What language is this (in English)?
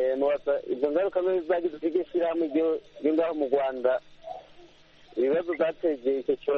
Kinyarwanda